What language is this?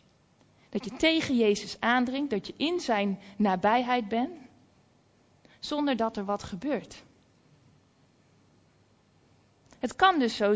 Dutch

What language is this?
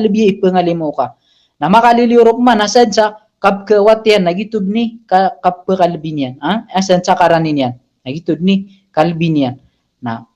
Maranao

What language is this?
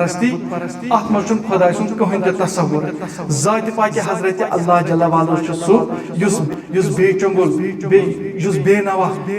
Kashmiri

